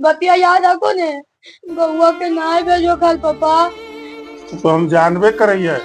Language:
Magahi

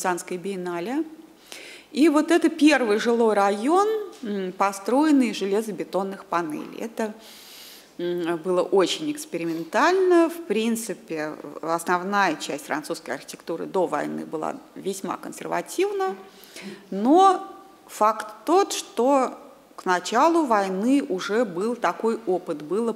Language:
Russian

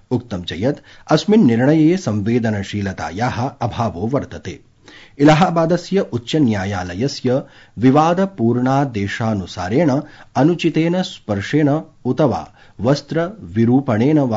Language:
Sanskrit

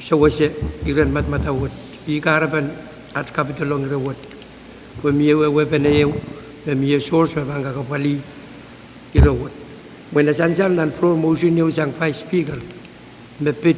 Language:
Pohnpeian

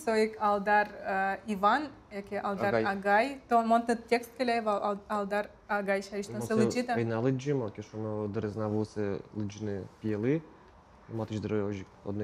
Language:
Udmurt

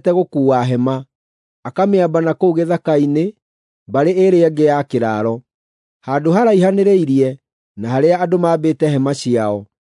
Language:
Kikuyu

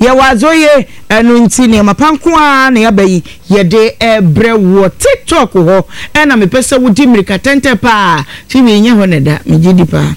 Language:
Akan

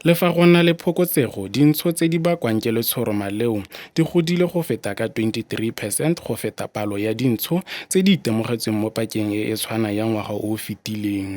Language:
Tswana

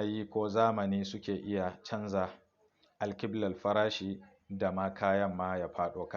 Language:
Hausa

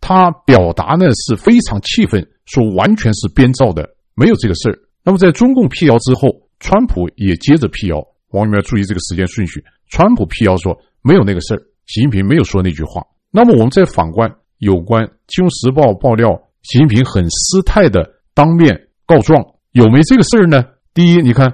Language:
Chinese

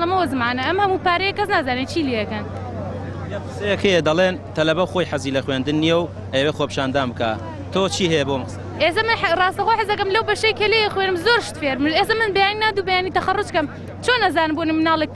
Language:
Central Kurdish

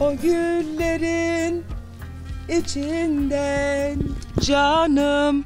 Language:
Zaza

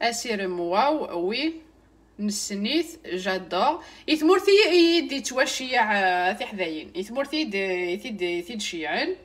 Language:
Kabyle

